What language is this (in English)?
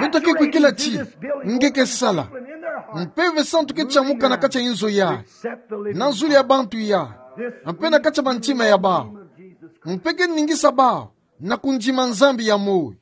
Kituba (Democratic Republic of Congo)